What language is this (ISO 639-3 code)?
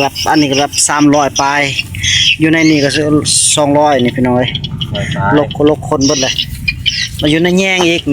tts